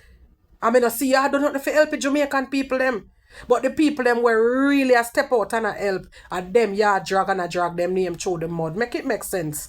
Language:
Jamaican Creole English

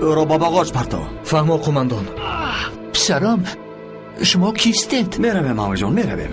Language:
Tajik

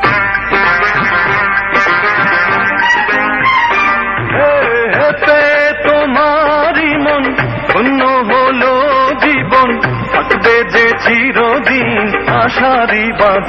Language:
Bangla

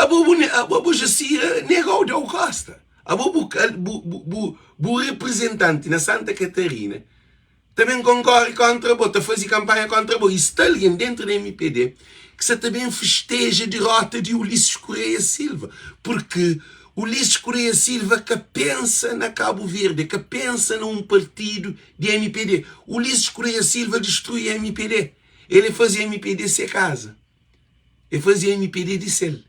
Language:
Kabuverdianu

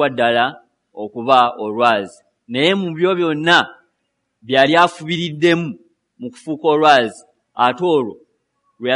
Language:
Ganda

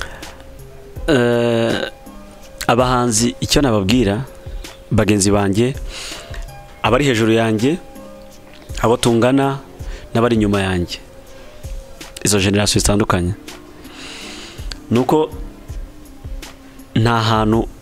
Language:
Kinyarwanda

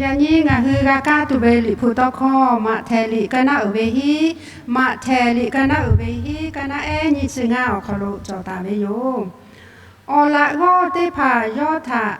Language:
Lahu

